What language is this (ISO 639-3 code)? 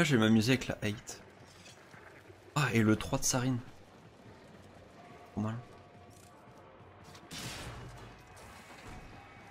fra